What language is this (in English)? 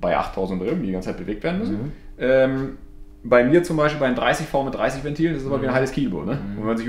German